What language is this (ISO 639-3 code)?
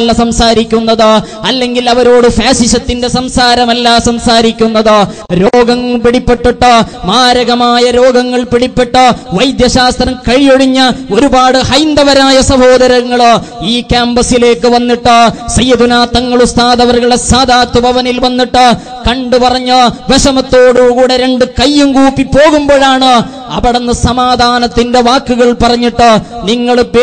mal